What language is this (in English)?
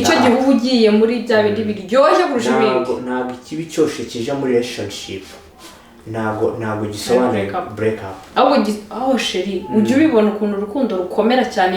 Kinyarwanda